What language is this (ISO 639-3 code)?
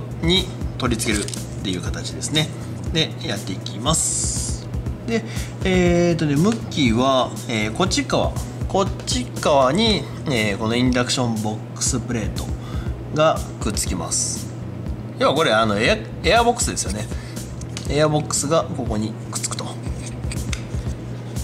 jpn